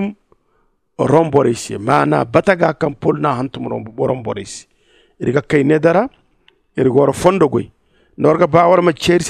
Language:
Zarma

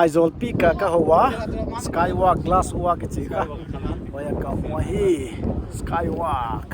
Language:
Paite Chin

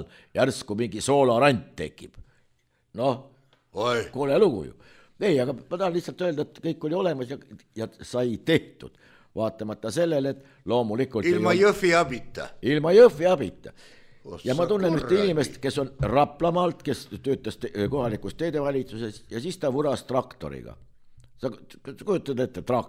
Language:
Estonian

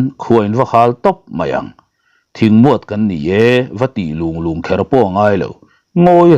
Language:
Mizo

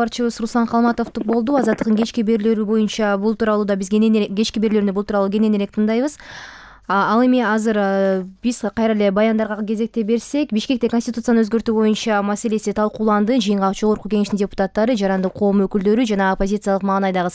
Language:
Kyrgyz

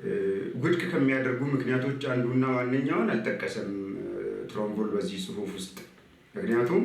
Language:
Amharic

